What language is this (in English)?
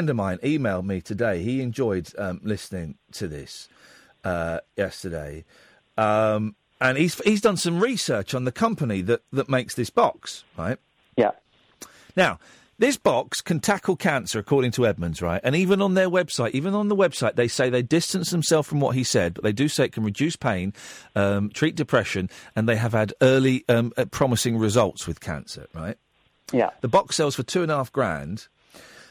English